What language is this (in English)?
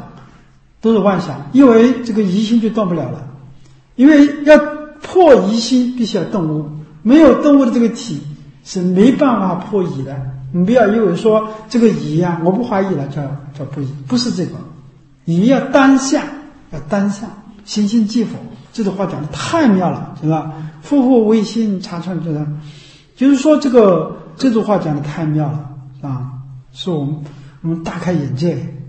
Chinese